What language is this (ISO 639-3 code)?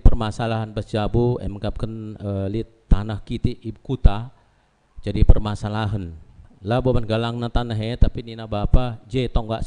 btx